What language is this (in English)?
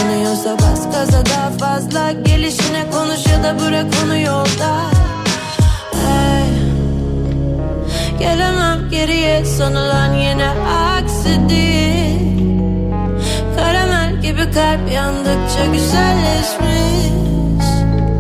Turkish